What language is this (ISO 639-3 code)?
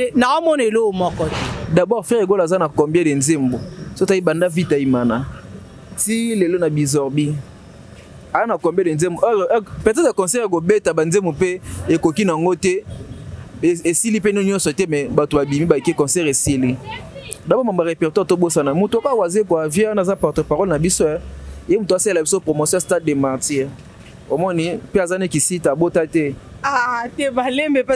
lin